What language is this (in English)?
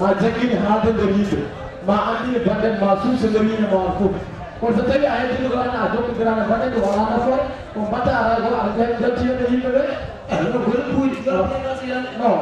Fula